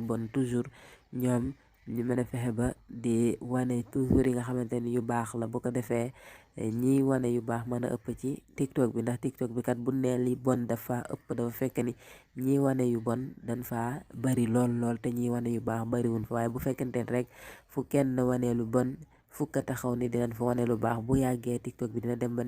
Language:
Wolof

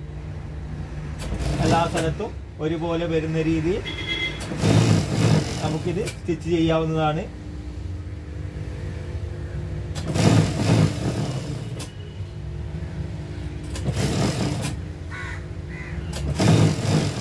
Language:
Malayalam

